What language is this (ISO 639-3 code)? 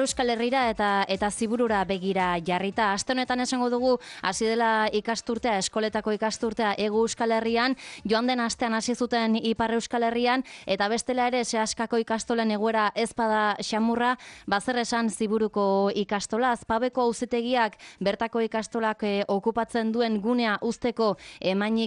eus